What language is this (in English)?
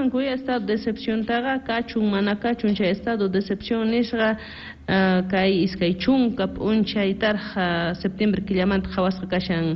South Bolivian Quechua